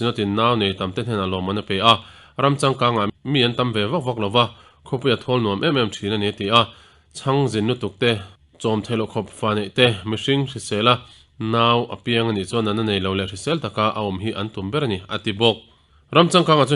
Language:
Mizo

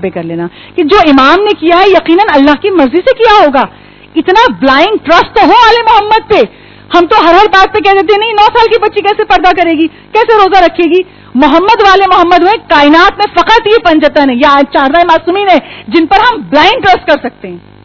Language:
Urdu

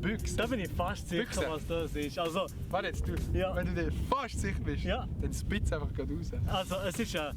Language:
Swiss German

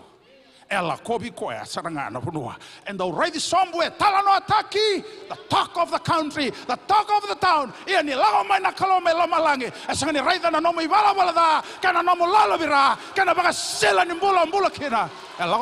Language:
Fijian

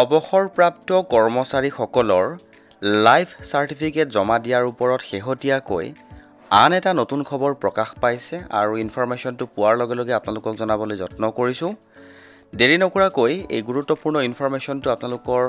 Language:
Assamese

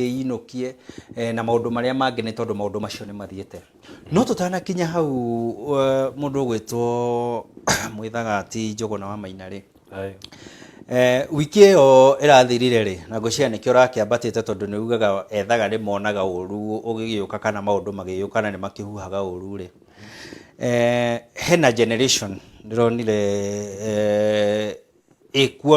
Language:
Kikuyu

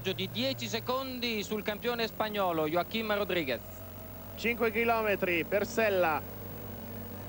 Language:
Italian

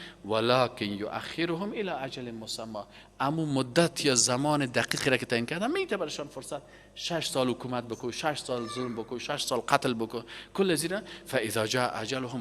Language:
Persian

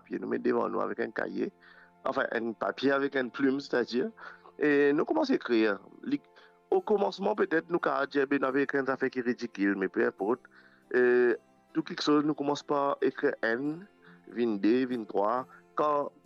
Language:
Morisyen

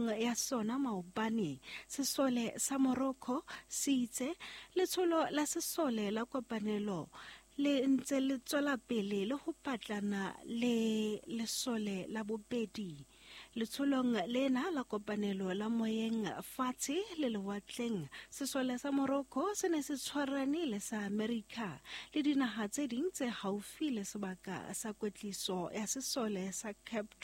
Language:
Southern Sotho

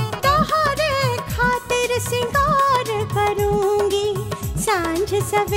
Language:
Bhojpuri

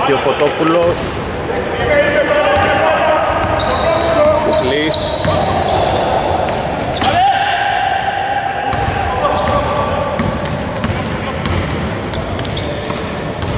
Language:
Greek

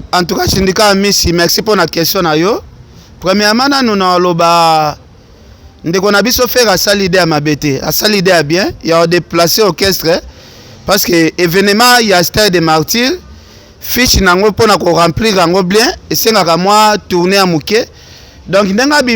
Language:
Lingala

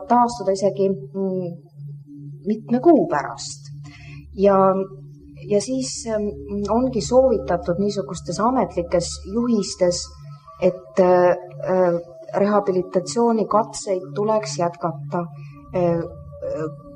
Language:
Estonian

